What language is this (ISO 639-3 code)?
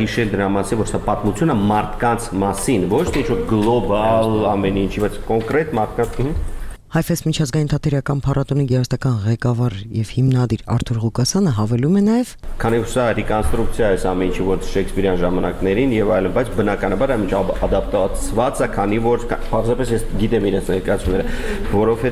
hye